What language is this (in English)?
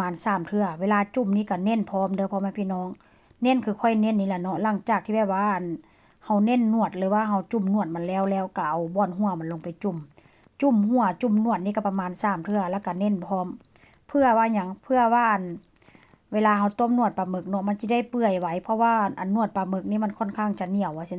Northeastern Thai